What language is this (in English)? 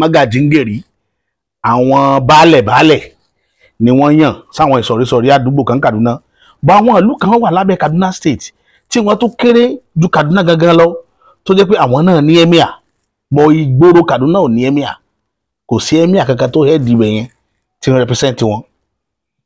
Yoruba